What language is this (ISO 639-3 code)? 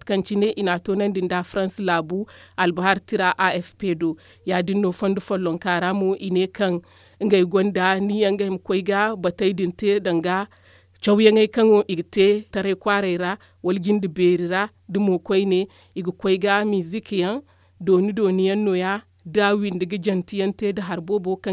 dje